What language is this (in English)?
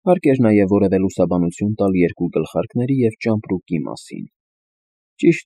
Armenian